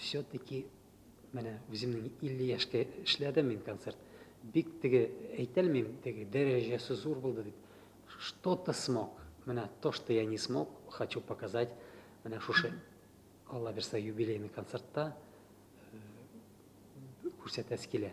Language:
Tatar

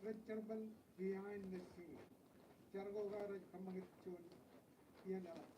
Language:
Marshallese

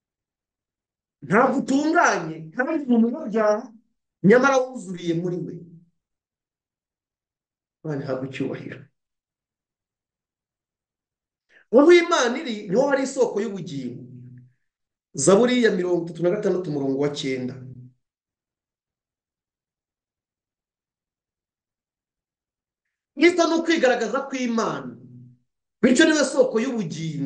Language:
Kinyarwanda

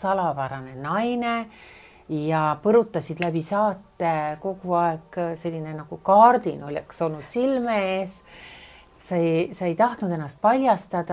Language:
Estonian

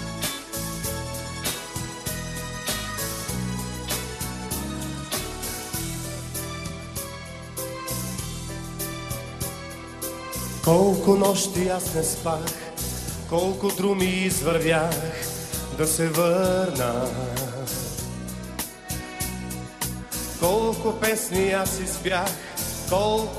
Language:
Bulgarian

